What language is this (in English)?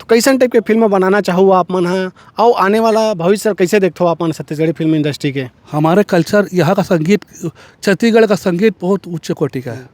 Chhattisgarhi